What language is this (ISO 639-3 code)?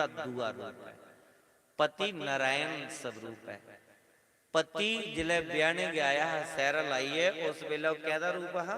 doi